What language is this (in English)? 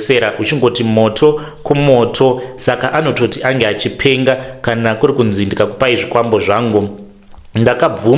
Shona